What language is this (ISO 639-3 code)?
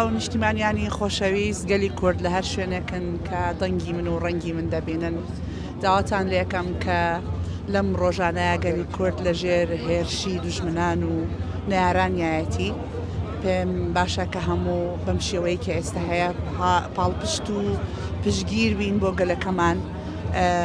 ckb